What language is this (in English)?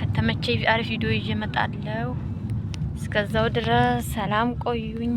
Amharic